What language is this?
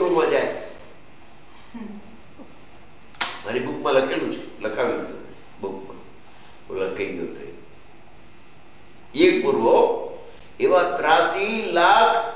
Gujarati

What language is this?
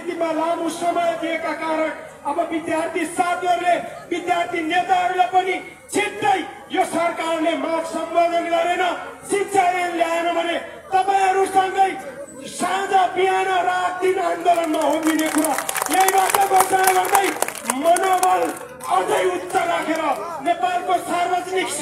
Nepali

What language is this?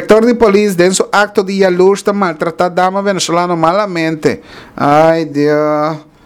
Papiamento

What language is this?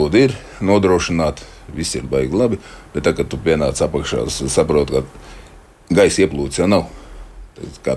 Latvian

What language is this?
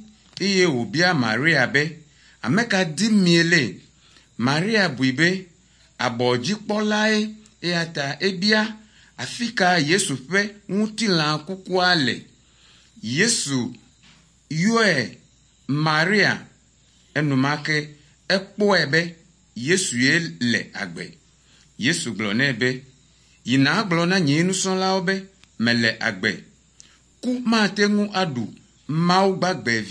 Ewe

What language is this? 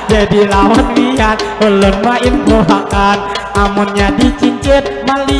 Banjar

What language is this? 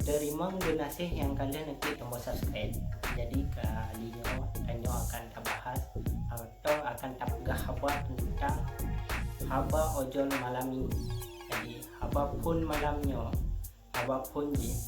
Achinese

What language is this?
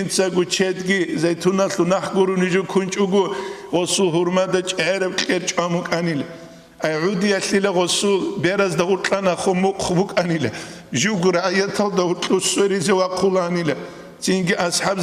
Avaric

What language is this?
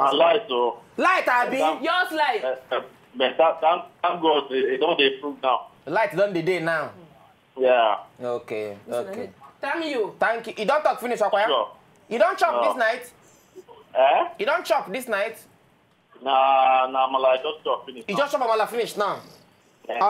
Nigerian Pidgin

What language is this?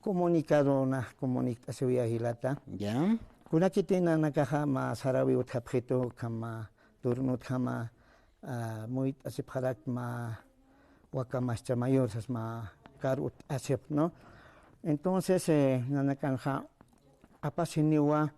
Aymara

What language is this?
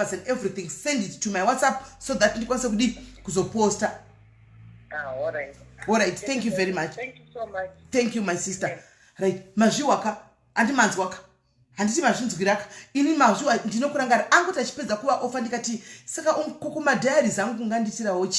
Shona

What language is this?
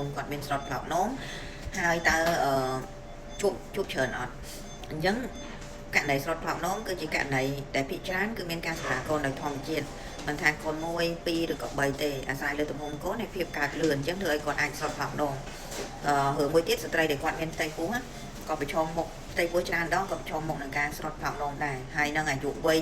Khmer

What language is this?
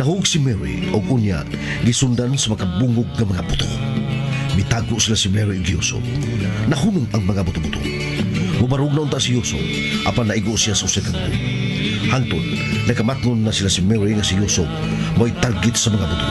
Cebuano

